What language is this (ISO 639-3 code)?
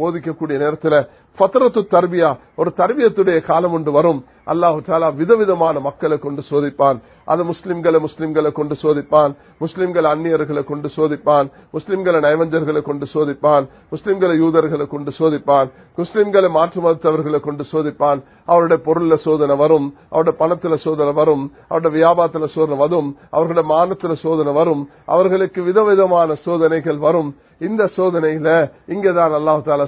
tam